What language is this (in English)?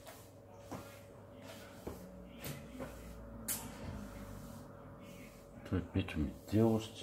Bulgarian